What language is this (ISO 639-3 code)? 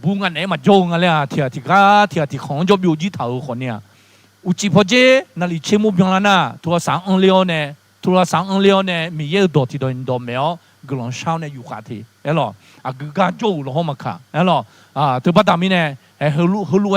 ahk